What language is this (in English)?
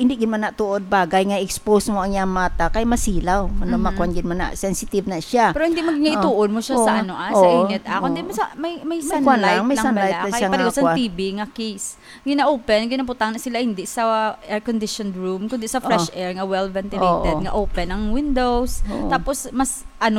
Hiligaynon